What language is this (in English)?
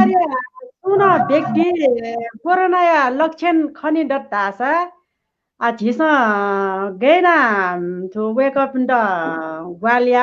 Newari